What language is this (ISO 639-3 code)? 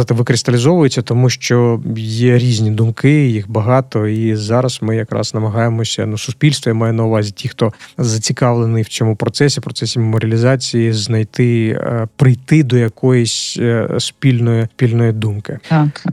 ukr